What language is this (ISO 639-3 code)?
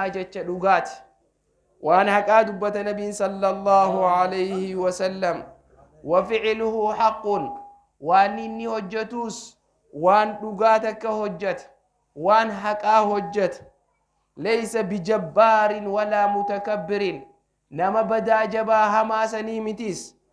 orm